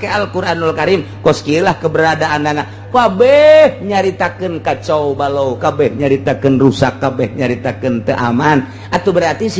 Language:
Sundanese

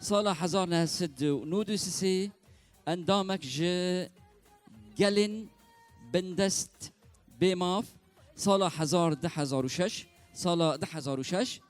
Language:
Kurdish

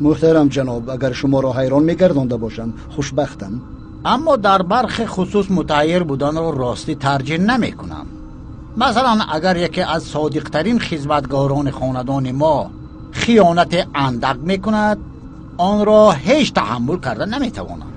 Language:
Tajik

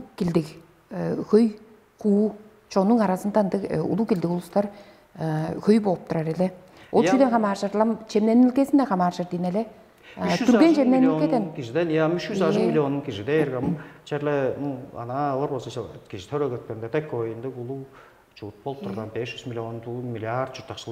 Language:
Tuvinian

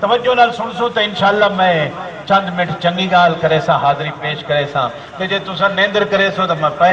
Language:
Saraiki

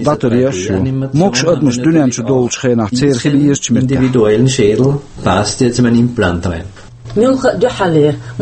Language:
Chechen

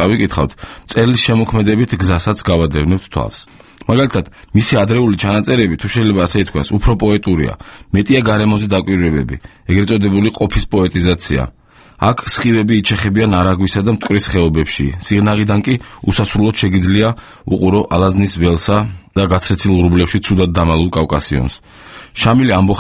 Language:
Georgian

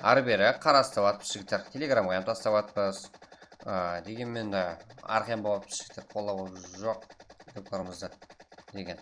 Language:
Kara-Kalpak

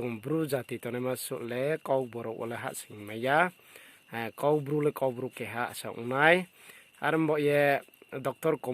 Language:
Riang (India)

